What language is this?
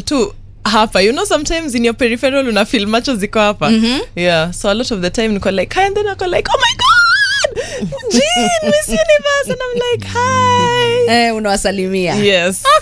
Swahili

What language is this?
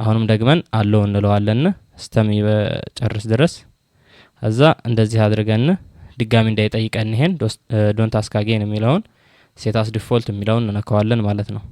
Amharic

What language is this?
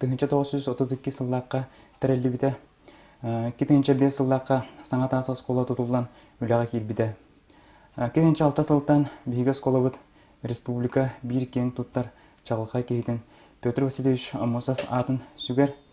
Yakut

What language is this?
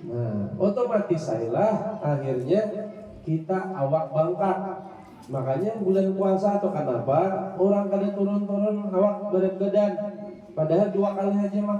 Banjar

